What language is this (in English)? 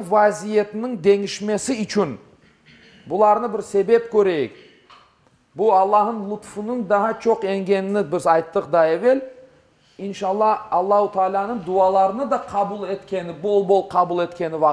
Crimean Tatar